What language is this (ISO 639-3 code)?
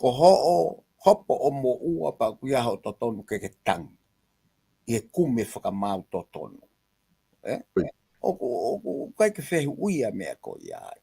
ton